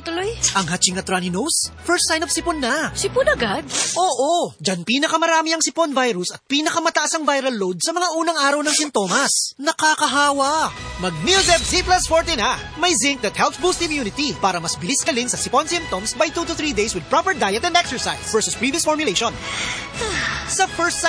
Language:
Filipino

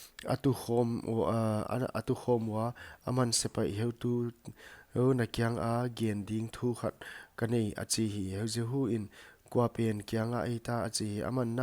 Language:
Paite Chin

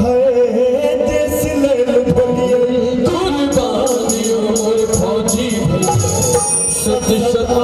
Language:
Maithili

